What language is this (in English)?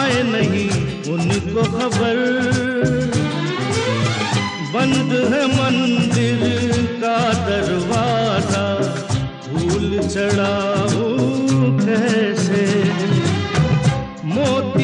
Hindi